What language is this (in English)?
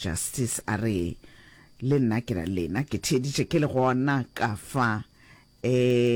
Northern Sotho